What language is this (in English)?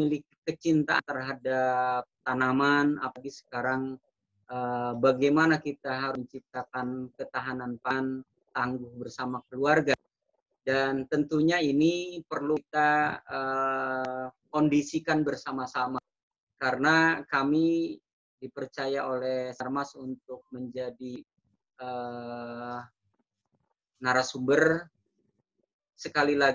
Indonesian